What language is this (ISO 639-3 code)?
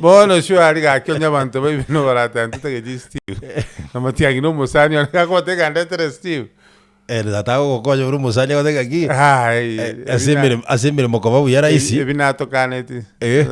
guz